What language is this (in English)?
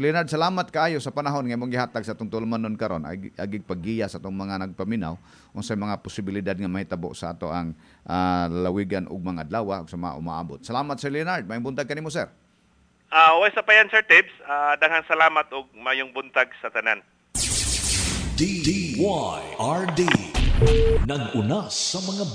Cebuano